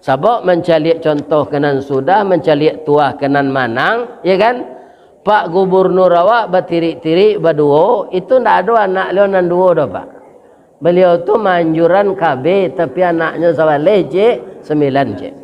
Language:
Minangkabau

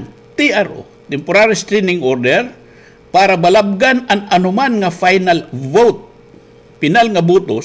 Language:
Waray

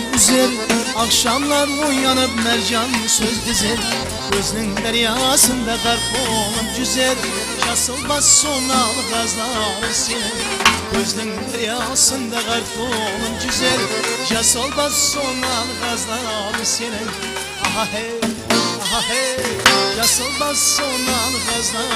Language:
Kara-Kalpak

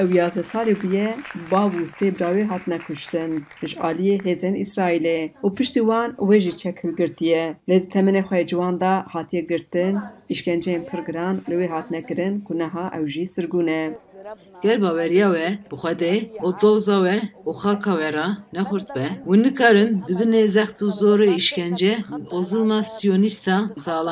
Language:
Kurdish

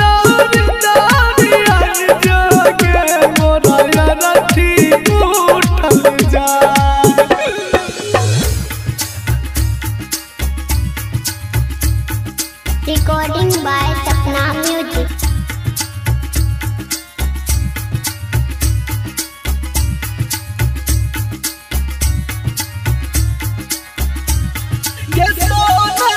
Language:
Bhojpuri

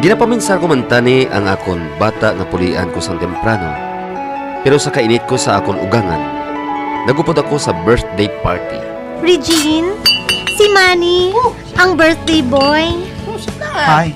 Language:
Hiligaynon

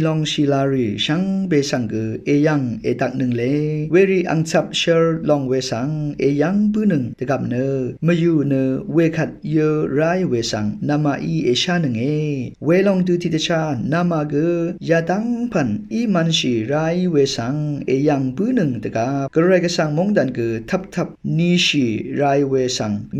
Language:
Rawang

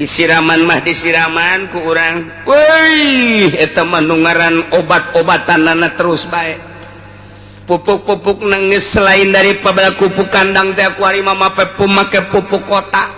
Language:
Sundanese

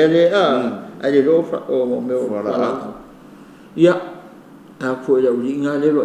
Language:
Samoan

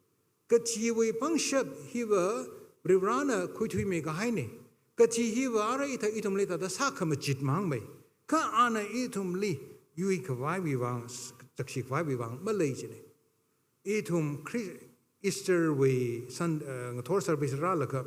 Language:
Tangkhul Naga (India)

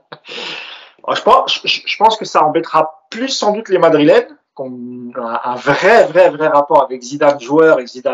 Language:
French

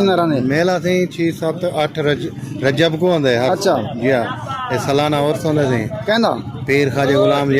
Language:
Saraiki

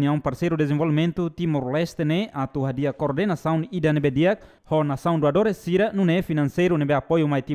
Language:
Tetum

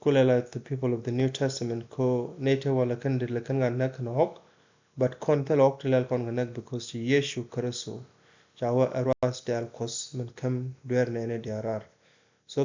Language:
Nuer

